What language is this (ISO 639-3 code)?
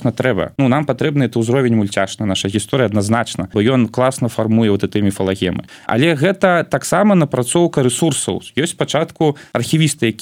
bel